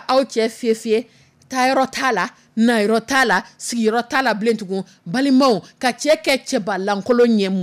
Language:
Dyula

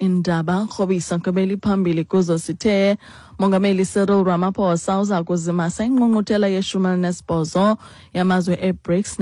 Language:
Xhosa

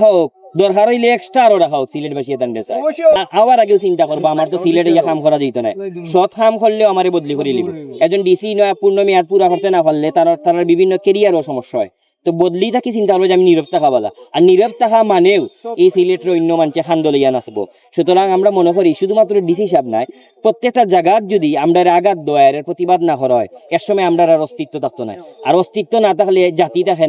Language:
Sylheti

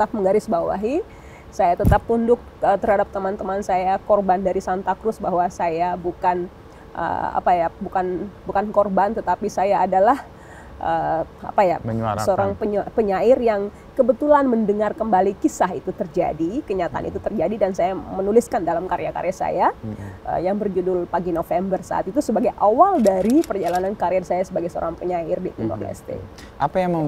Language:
Indonesian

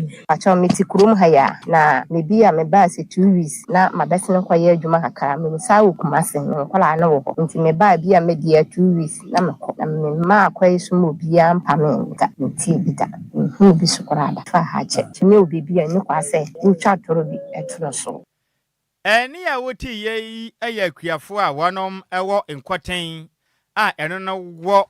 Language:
Akan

